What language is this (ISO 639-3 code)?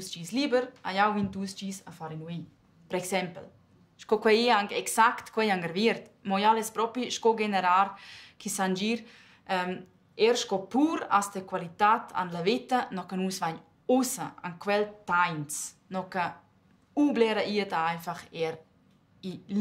roh